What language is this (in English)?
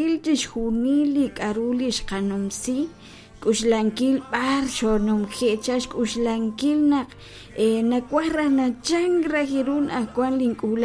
Kekchí